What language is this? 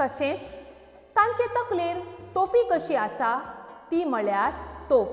Konkani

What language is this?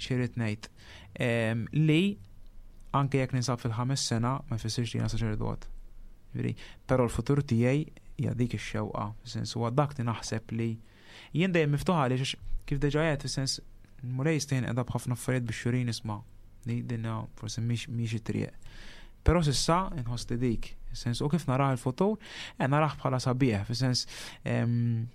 Maltese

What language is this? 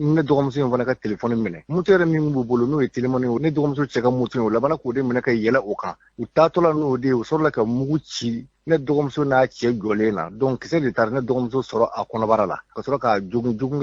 Bambara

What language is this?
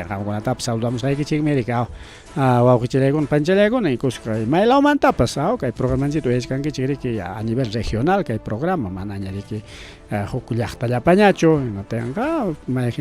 Ayacucho Quechua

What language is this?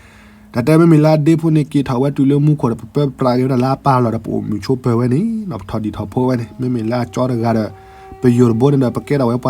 S'gaw Karen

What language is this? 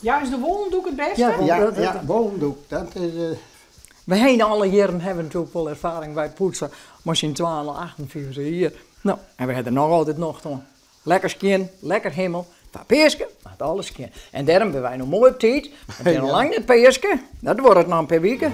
Western Frisian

